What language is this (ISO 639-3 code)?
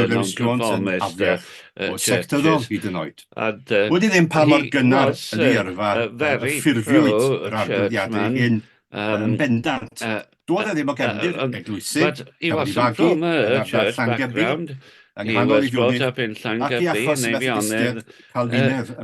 cym